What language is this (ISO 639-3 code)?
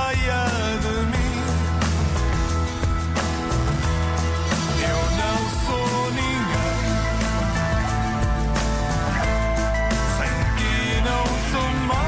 por